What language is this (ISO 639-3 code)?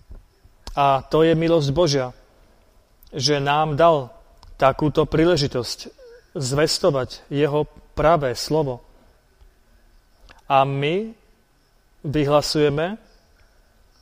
slk